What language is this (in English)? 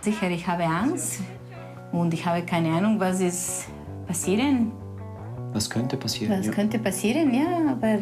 Swiss German